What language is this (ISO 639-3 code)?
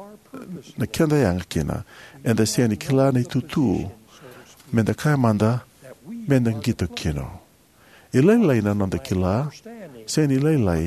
fij